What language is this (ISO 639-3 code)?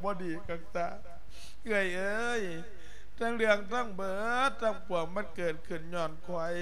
lao